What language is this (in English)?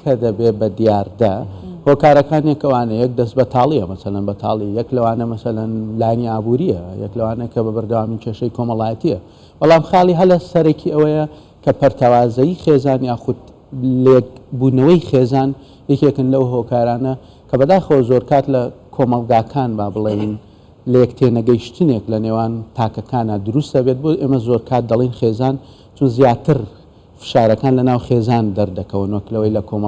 Central Kurdish